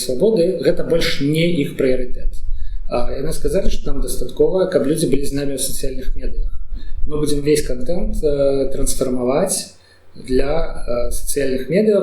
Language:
Belarusian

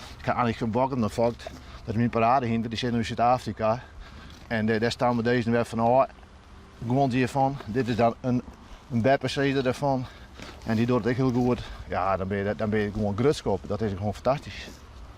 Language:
Western Frisian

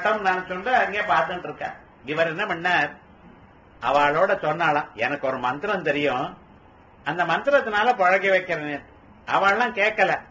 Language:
Tamil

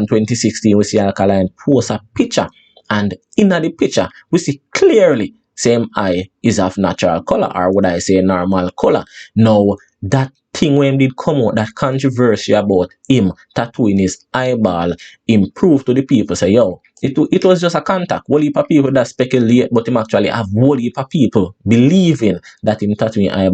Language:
Jamaican Creole English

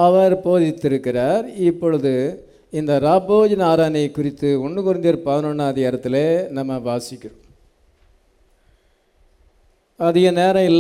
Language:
Tamil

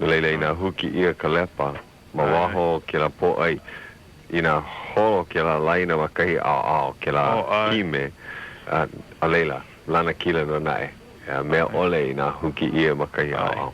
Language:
Hawaiian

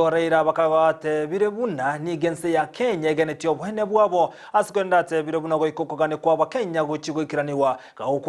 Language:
Gusii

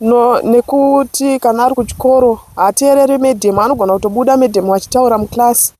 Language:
Shona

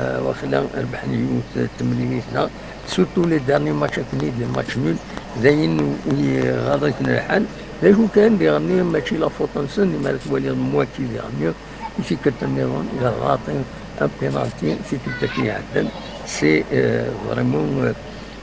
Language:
Kabyle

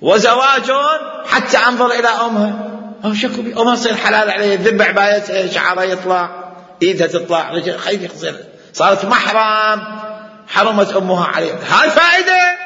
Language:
Mesopotamian Arabic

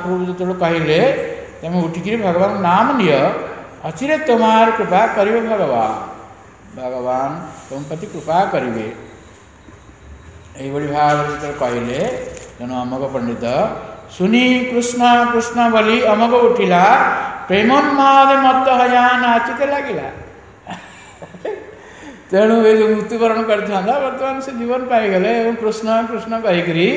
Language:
Odia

